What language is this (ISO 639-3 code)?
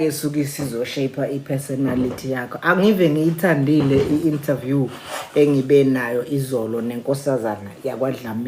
zul